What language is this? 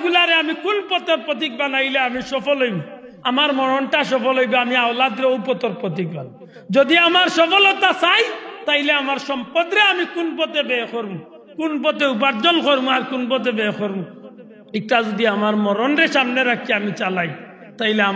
Sylheti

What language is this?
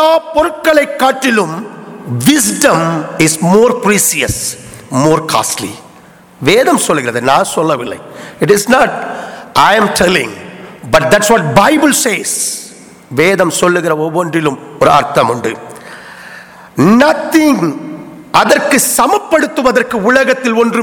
Tamil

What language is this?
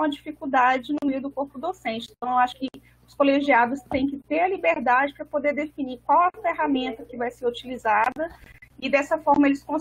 Portuguese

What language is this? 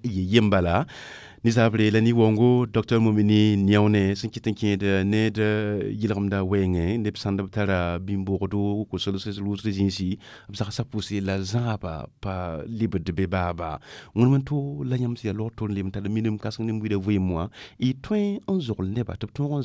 Mossi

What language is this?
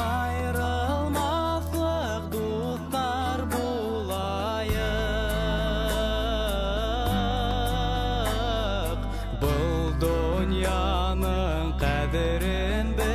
Bashkir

